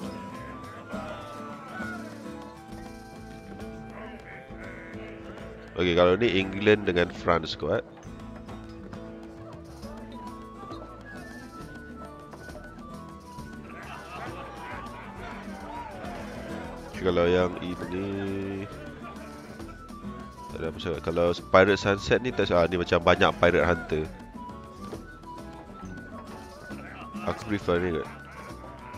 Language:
Malay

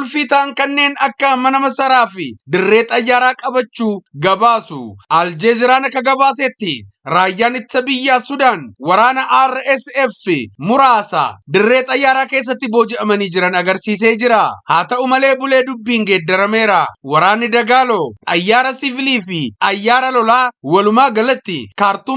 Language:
Oromo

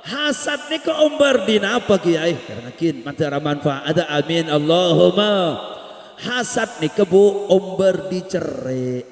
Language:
Madurese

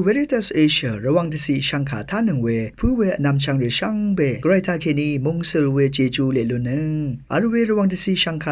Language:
Rawang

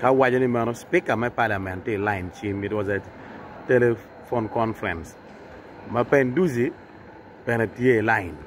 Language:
Acoli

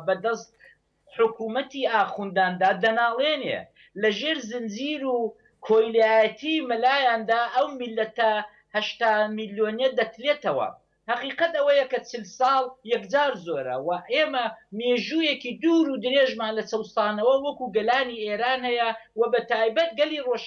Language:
Central Kurdish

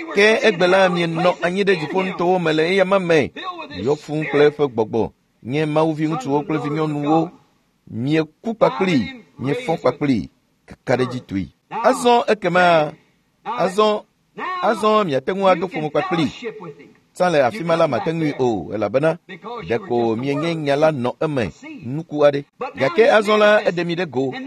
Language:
Ewe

